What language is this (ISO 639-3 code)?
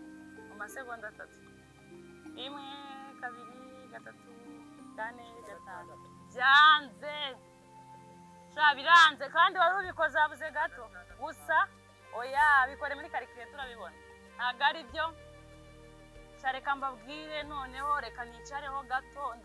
kin